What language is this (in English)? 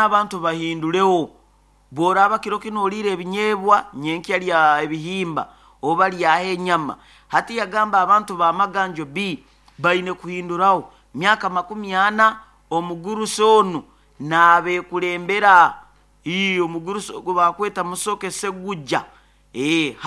Nyoro